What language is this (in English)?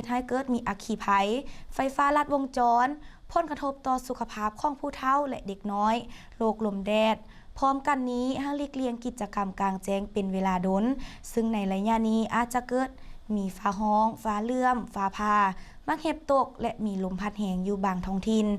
Lao